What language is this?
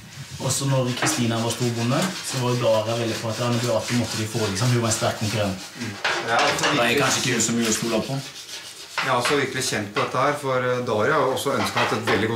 Norwegian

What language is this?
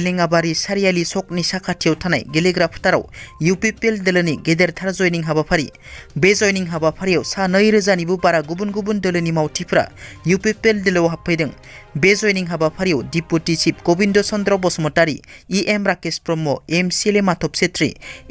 Bodo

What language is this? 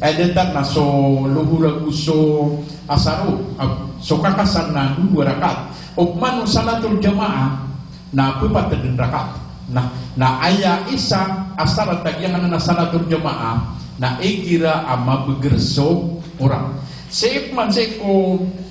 Maranao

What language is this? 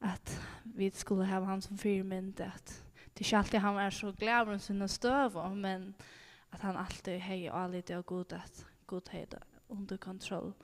Faroese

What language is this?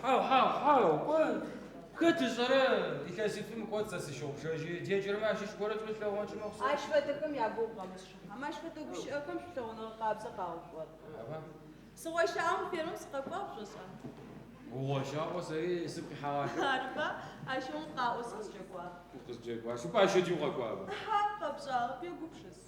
Adyghe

